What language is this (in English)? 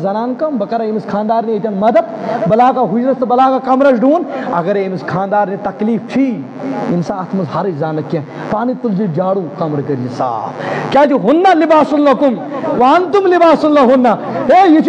Kashmiri